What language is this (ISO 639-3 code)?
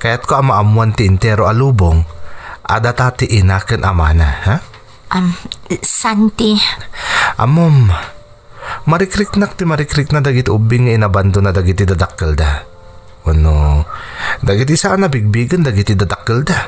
ilo